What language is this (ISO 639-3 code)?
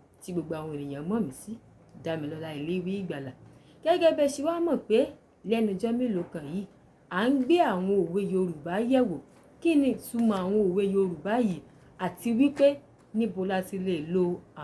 yor